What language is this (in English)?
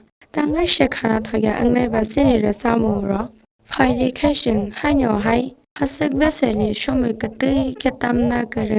Kok Borok